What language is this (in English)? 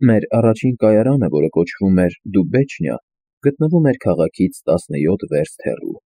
Armenian